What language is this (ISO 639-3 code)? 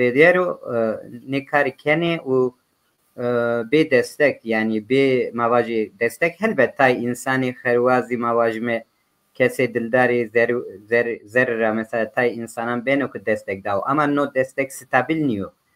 zza